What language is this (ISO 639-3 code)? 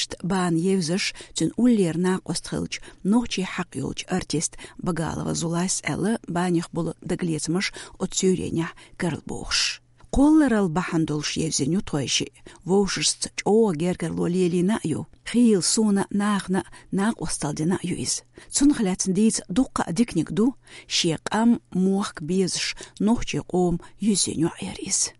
che